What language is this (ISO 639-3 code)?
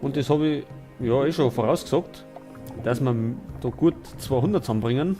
bar